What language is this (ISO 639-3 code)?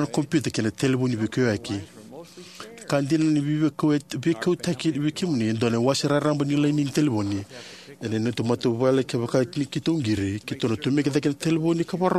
fij